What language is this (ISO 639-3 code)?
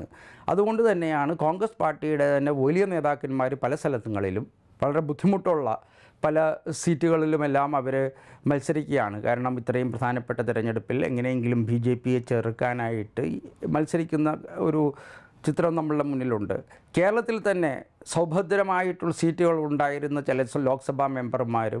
mal